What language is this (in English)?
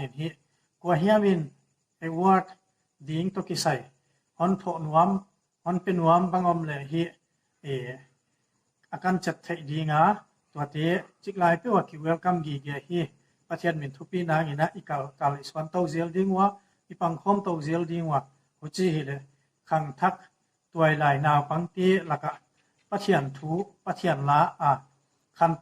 Paite Chin